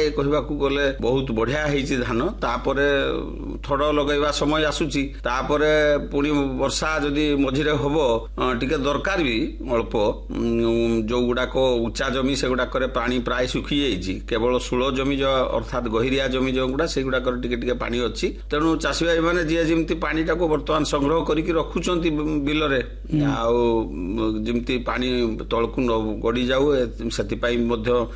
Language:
Odia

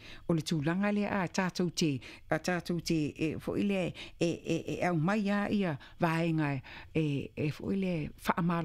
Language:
Samoan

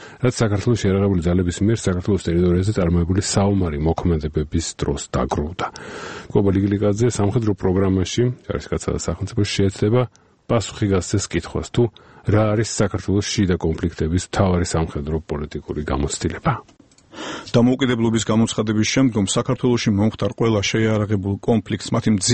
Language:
Georgian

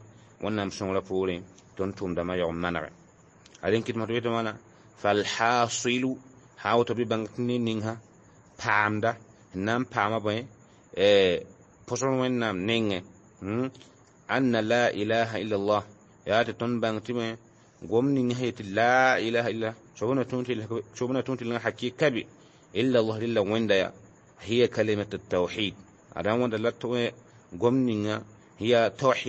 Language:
Mossi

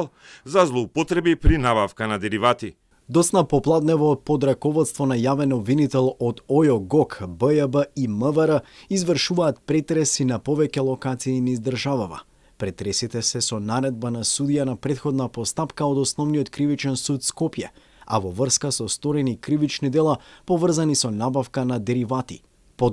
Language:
Macedonian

